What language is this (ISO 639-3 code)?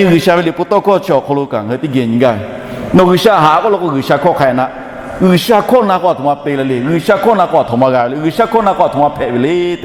lhu